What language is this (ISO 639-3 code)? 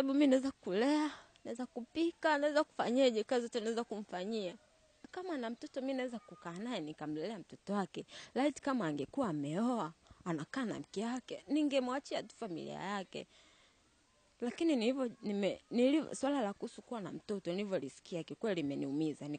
swa